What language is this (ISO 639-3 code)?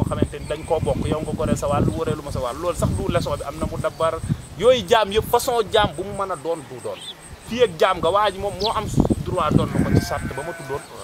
wol